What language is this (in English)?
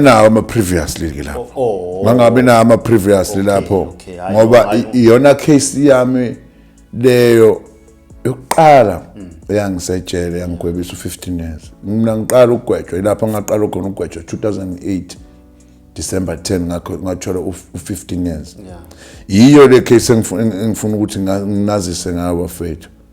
Zulu